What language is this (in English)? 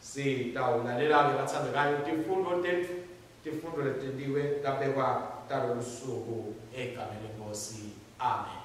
Swati